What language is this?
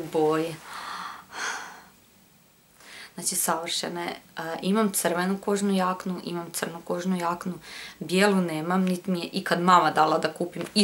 Croatian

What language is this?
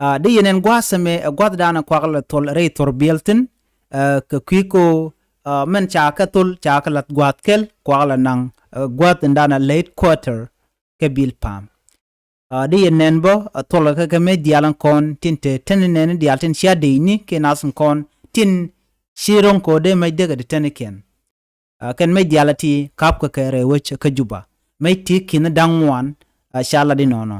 Nuer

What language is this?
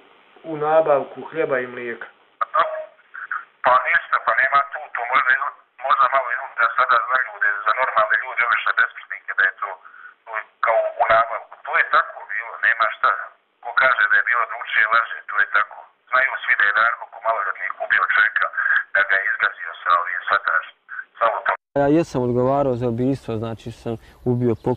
Bosnian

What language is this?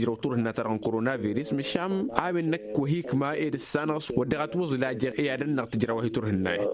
Tamasheq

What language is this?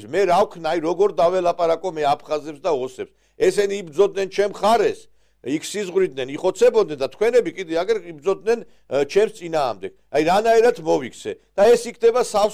Georgian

